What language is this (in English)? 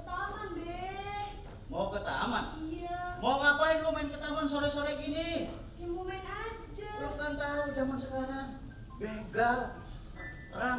Betawi